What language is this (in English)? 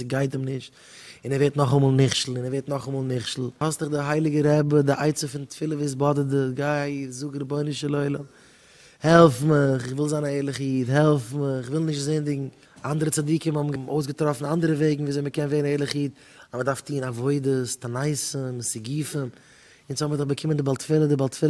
Yiddish